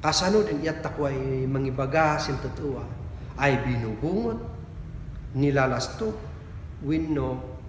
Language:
Kankanaey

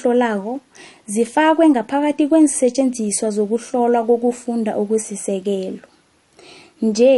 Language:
South Ndebele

